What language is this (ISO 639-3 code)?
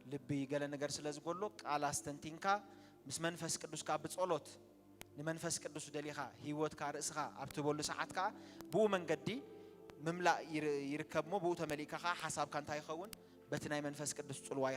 tir